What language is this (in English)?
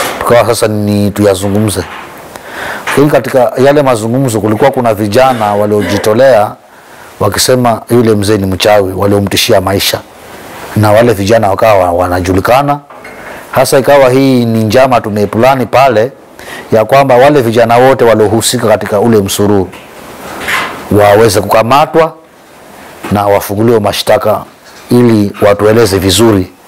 Swahili